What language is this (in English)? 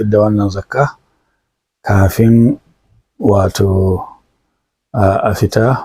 Hausa